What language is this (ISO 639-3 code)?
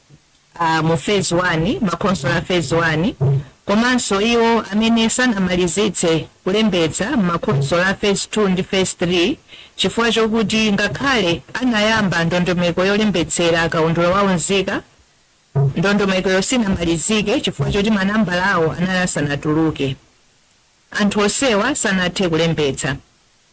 nya